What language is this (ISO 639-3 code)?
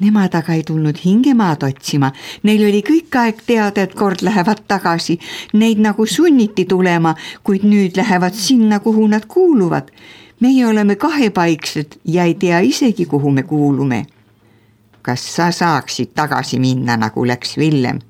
est